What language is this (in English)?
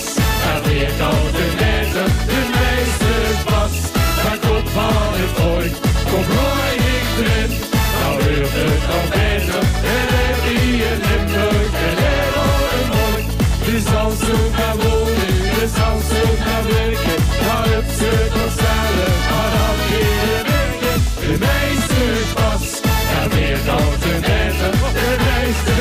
Limburgish